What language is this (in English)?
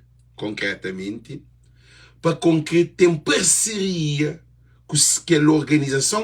Kabuverdianu